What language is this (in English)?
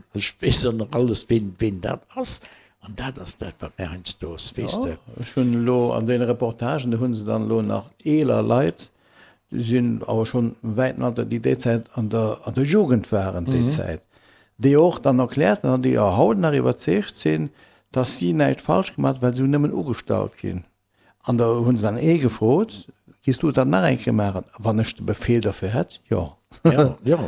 Luxembourgish